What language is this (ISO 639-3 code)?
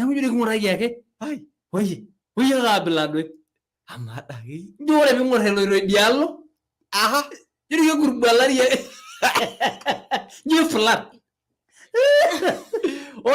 mas